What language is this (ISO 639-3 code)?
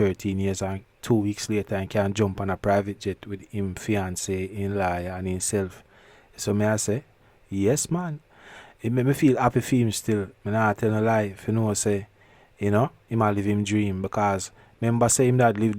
jam